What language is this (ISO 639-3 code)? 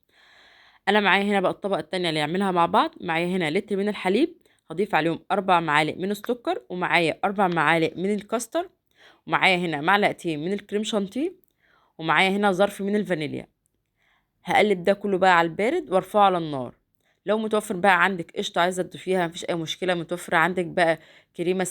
arz